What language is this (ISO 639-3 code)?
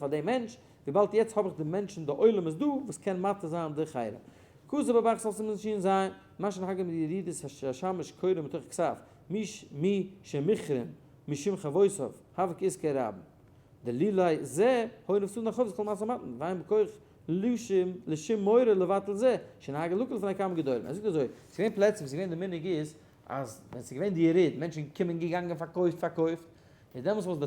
yid